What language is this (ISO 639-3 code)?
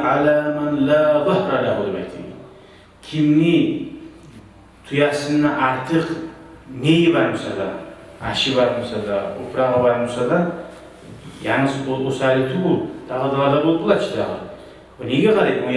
kum